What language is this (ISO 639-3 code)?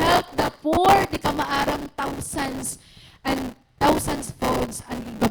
war